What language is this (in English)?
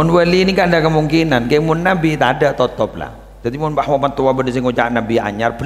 Madurese